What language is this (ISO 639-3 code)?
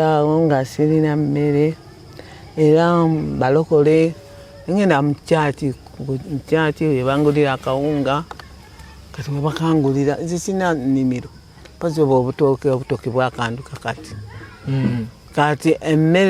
lug